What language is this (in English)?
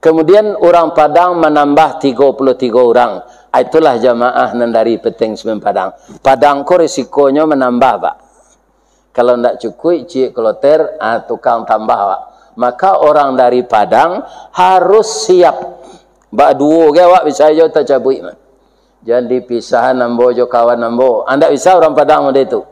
Minangkabau